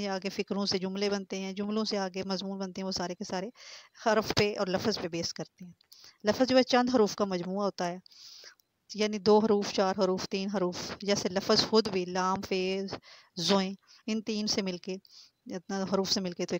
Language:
Urdu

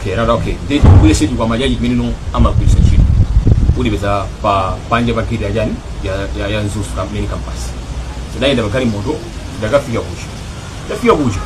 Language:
Nyanja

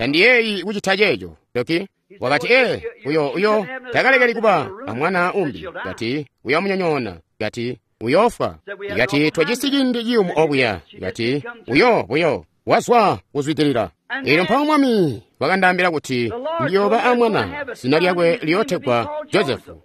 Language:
Tonga (Zambia)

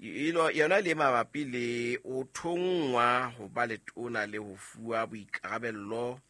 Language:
Southern Sotho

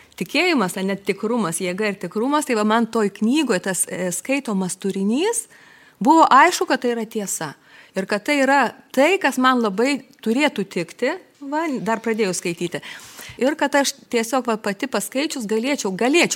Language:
Lithuanian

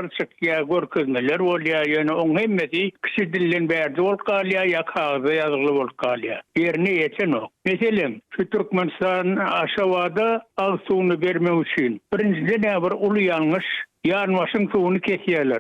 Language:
Turkmen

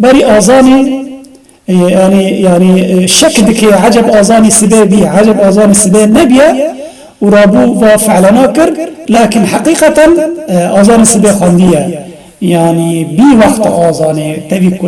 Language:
Kurdish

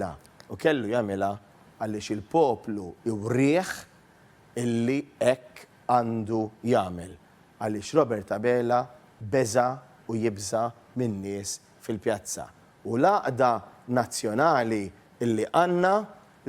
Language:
Maltese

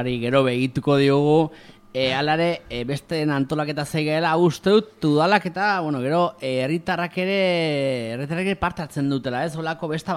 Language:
Basque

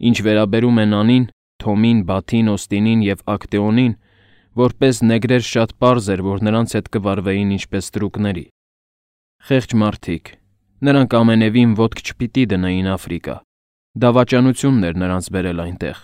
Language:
Armenian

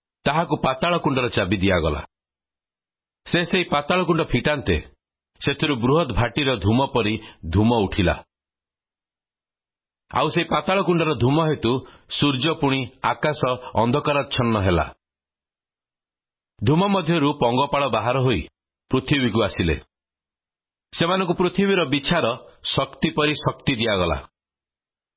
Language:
Odia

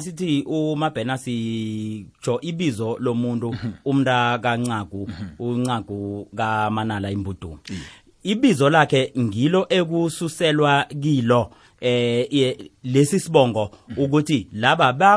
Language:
South Ndebele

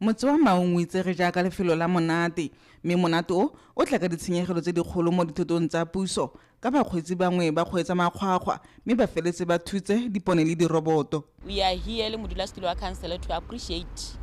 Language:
Tswana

